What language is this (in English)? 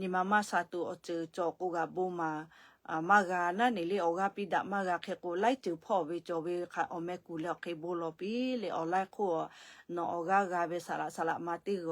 Lahu